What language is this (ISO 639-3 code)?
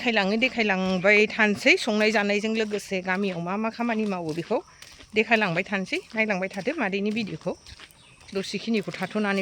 brx